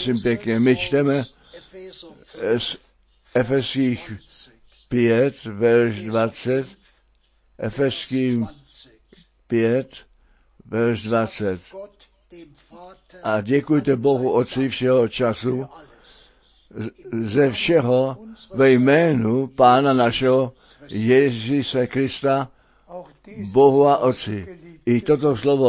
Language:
Czech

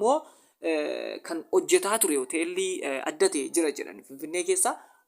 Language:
Oromo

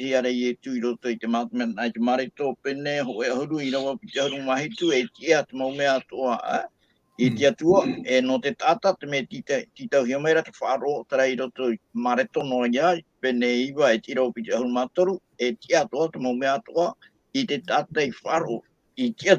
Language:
Tahitian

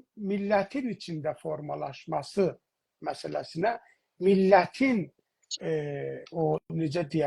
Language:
South Azerbaijani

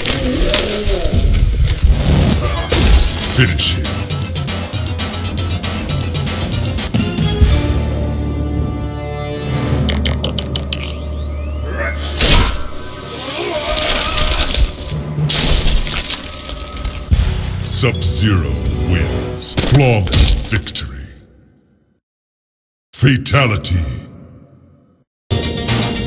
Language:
English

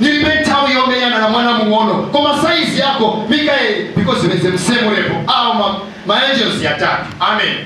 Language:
Nyanja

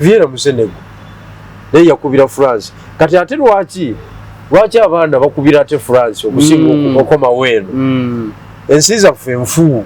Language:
Ganda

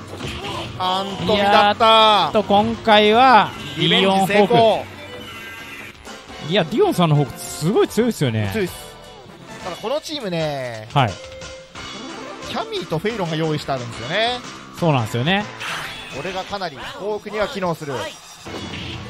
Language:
Japanese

